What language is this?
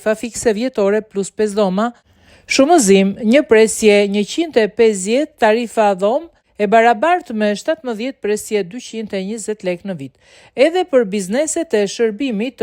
Albanian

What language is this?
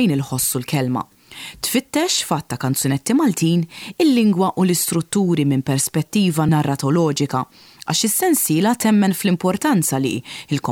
Maltese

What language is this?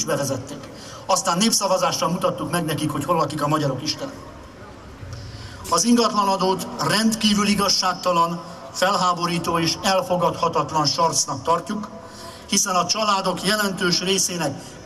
Hungarian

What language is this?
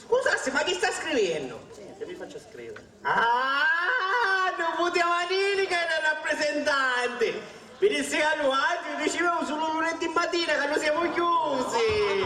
Sicilian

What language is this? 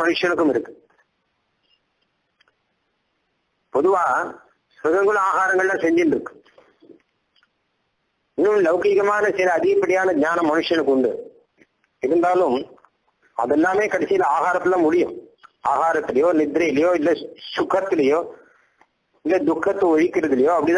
Tamil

